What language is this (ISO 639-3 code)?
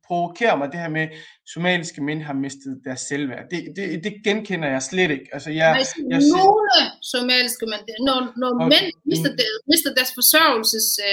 dan